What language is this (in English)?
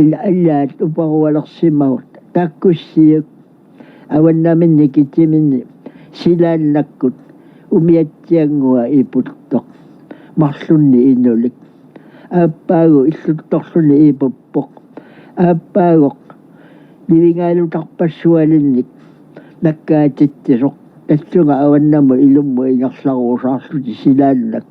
Kalaallisut